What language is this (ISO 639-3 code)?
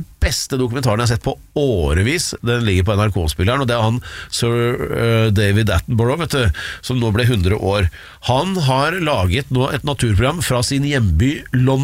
nor